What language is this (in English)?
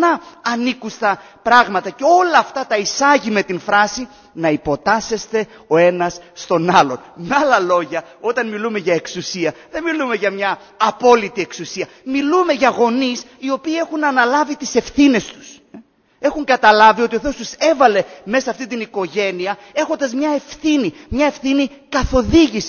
Greek